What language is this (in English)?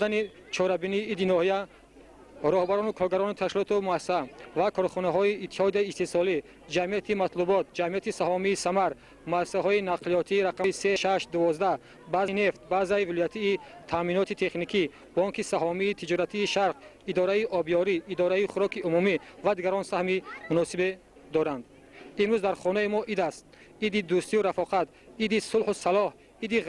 Tajik